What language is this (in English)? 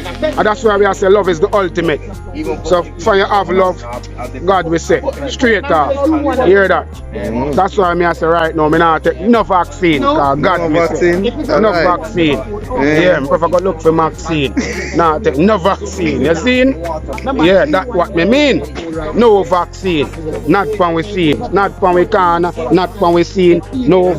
Jamaican Creole English